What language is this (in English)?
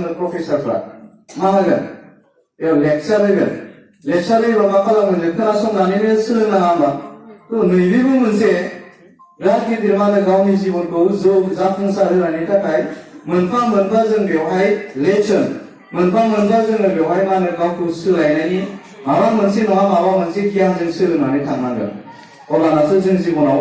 Bodo